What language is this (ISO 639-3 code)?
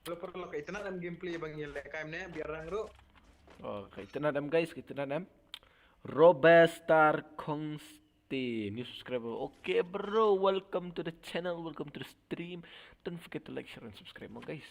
kha